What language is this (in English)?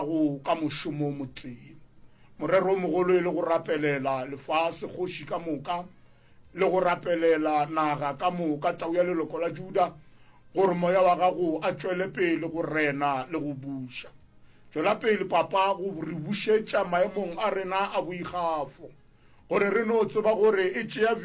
Northern Sotho